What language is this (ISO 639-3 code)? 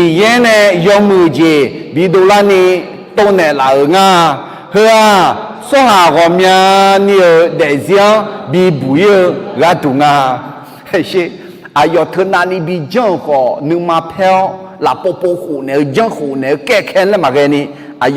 ahk